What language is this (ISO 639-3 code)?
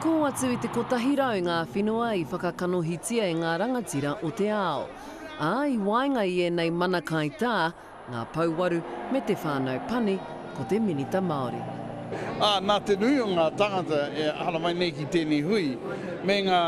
mri